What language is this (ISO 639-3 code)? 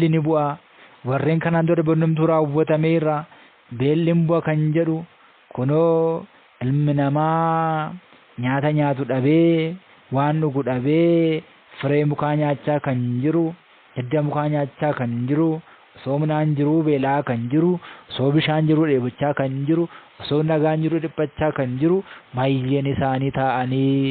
orm